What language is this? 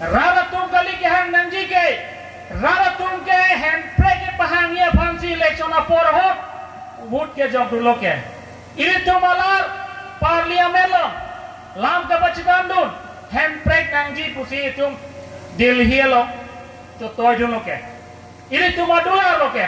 Karbi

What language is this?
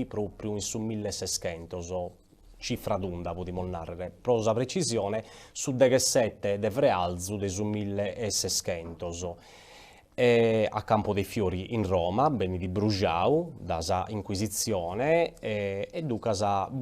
Sardinian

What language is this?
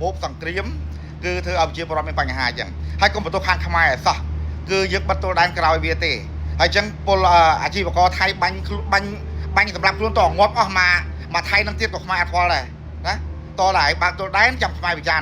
Khmer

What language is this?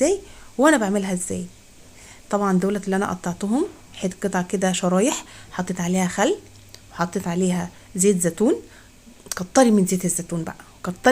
Egyptian Arabic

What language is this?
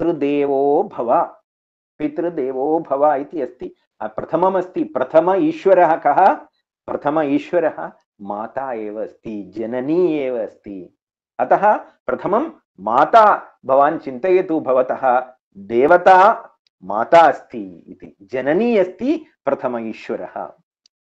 Sanskrit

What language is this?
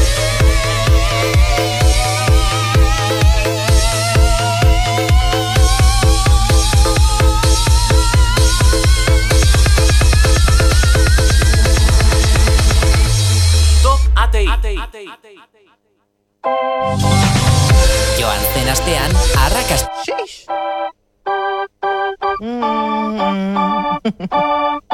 Basque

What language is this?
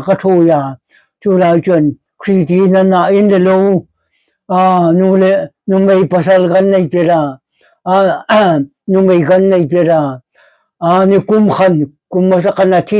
Hmar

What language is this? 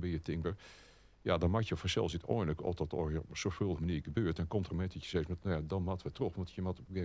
Western Frisian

